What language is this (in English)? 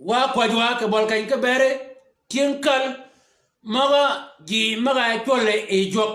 Shilluk